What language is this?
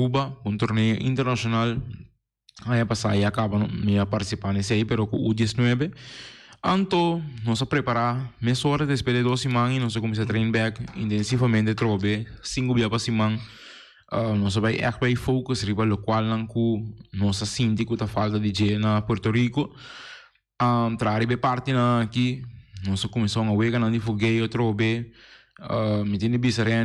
Papiamento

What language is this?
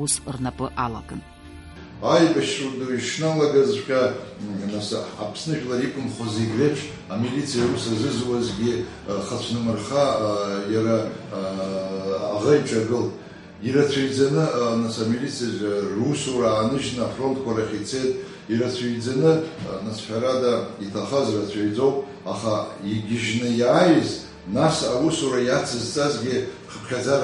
Abkhazian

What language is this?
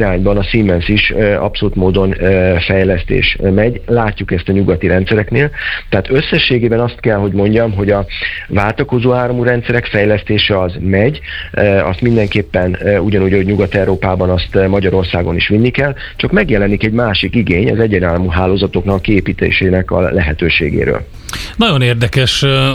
Hungarian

